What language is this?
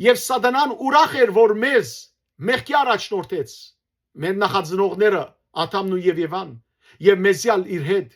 Western Armenian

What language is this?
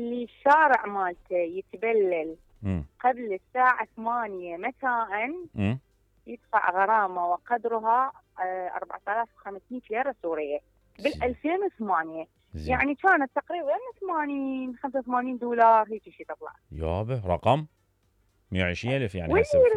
Mesopotamian Arabic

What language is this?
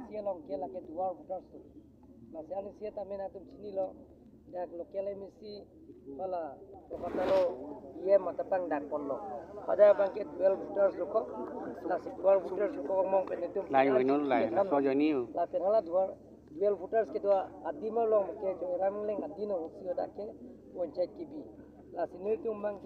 Karbi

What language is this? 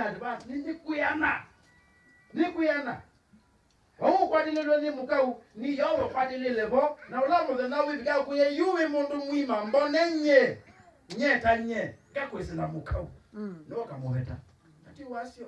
Kamba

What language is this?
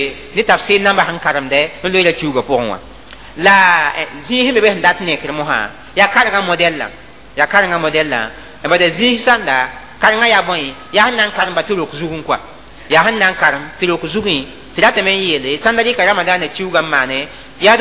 Mossi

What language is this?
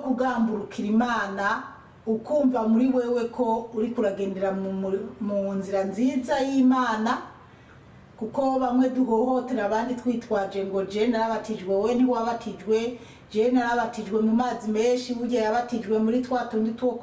Rundi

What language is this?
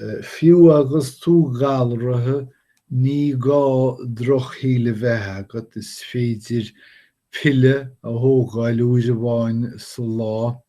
Irish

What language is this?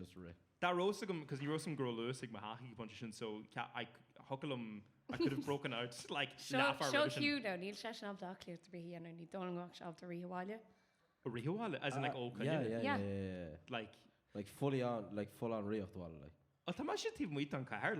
Irish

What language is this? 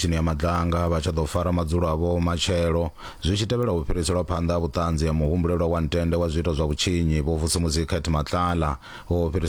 Venda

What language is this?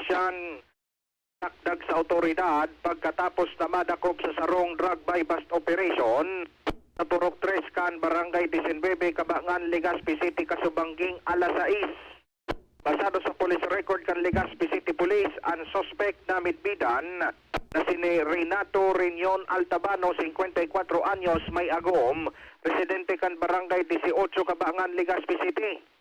Bikol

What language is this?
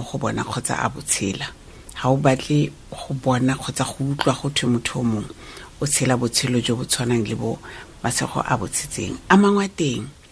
Tswana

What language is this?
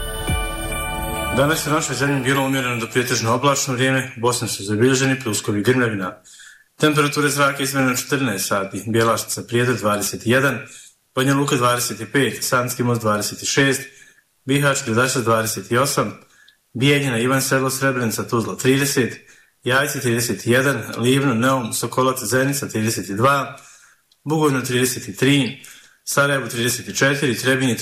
Bosnian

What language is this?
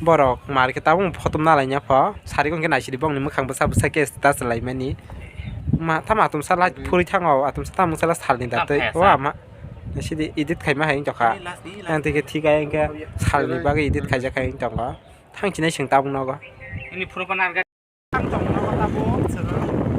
Kok Borok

